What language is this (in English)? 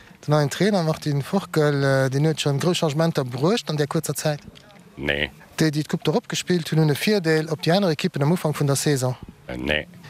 Luxembourgish